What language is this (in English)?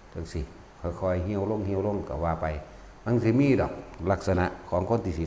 Lao